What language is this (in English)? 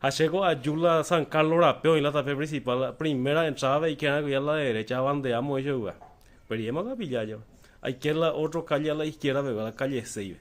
Guarani